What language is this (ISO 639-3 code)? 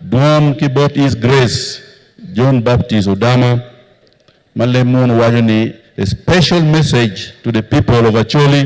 ach